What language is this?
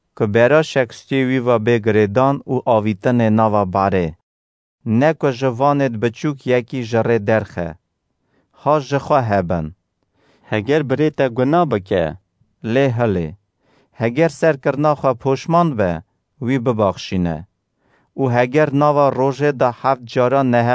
Kurdish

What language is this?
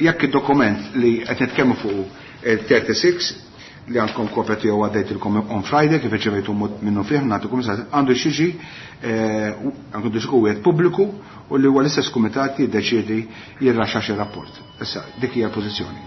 Maltese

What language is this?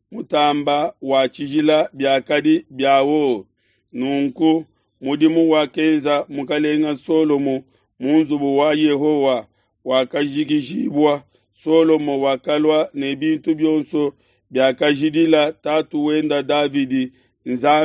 Luba-Lulua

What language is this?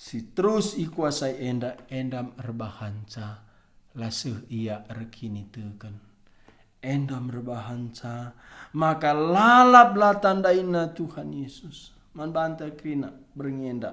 Batak Karo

